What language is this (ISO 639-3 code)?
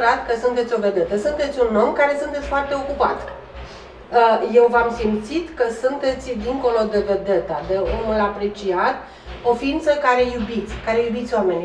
ron